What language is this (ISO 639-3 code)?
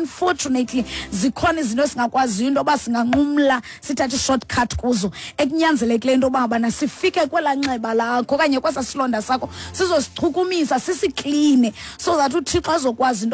xho